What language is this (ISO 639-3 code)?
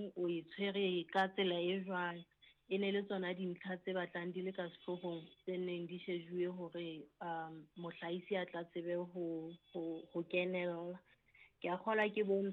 sot